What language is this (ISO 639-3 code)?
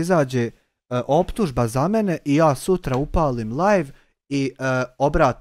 bos